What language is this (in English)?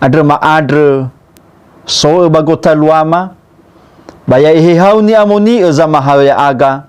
Nias